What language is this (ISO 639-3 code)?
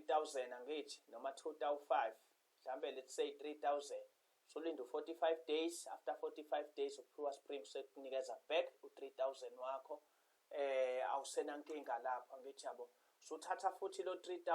zul